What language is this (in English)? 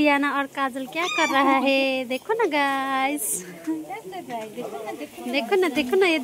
Nepali